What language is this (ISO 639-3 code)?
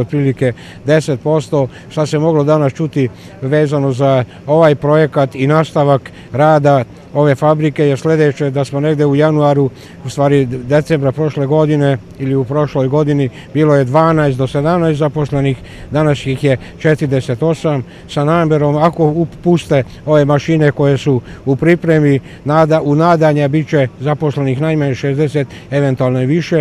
srp